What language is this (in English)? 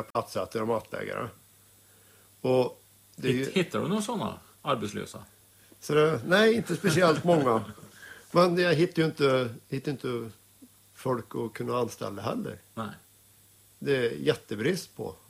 Swedish